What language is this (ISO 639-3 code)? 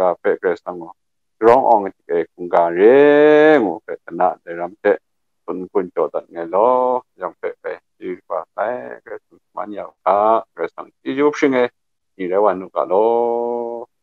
kac